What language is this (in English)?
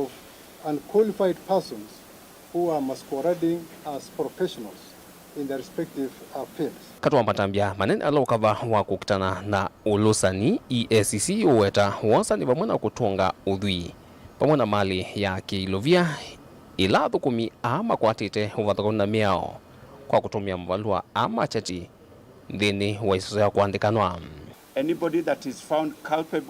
Kamba